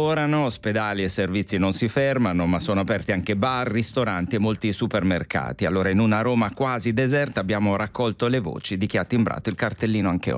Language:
Italian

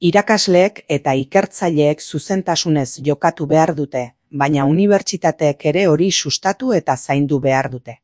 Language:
Basque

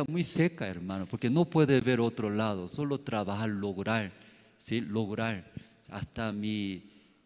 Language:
South Bolivian Quechua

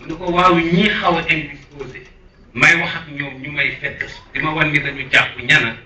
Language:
Wolof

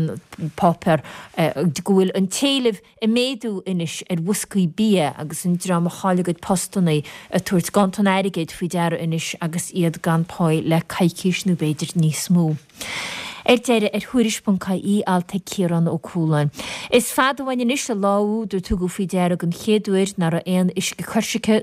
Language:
Irish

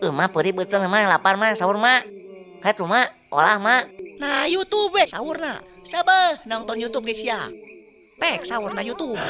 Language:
Sundanese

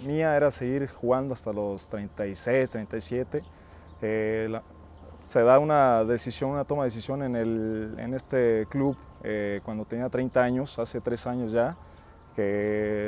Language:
Spanish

